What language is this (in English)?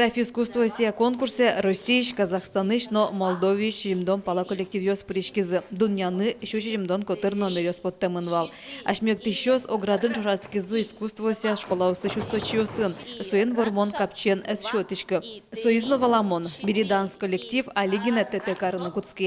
Udmurt